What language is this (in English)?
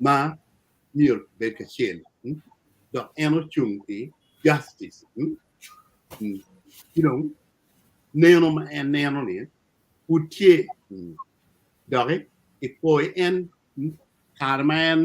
Acoli